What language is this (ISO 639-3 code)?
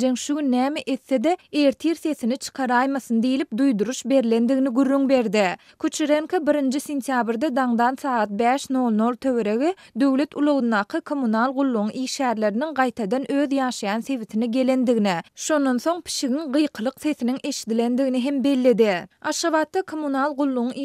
tuk